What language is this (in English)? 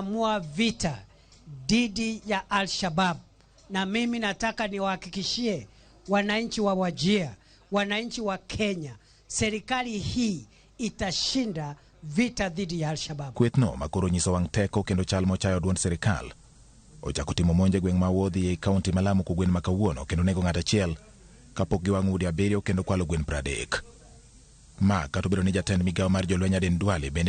Luo (Kenya and Tanzania)